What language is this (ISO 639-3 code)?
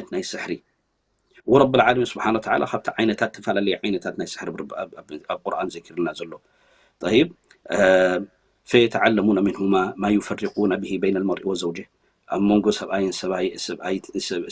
tir